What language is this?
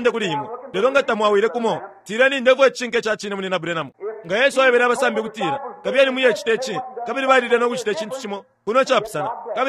Bemba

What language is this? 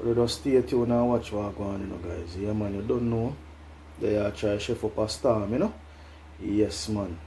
Jamaican Creole English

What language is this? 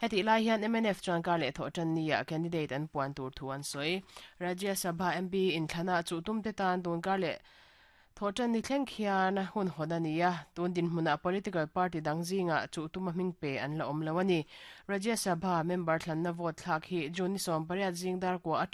Mizo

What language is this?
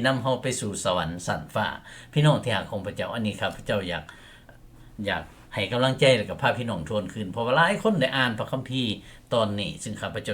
Lao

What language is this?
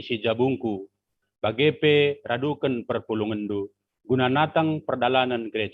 Batak Karo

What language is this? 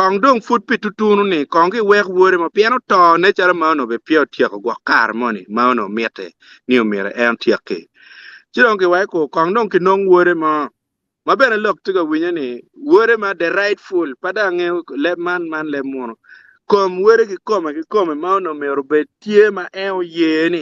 Acoli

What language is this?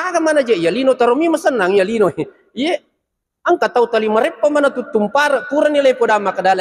Buginese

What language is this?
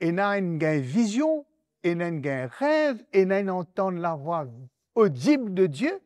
Morisyen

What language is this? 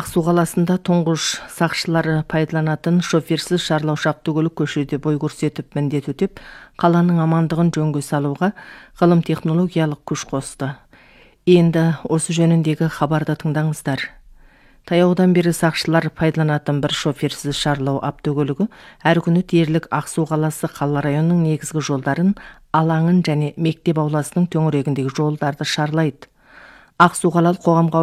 Kazakh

